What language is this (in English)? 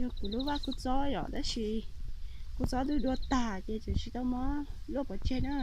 Hmong